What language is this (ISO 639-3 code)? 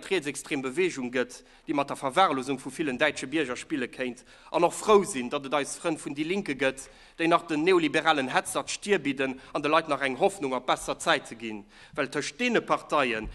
ltz